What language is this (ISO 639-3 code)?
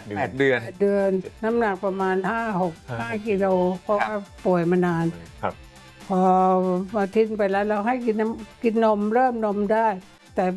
tha